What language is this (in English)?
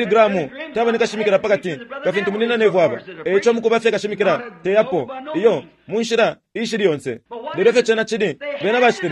Bemba